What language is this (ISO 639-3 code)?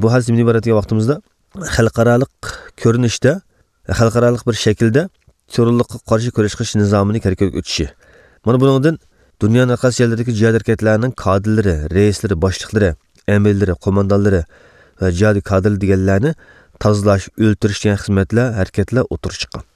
uig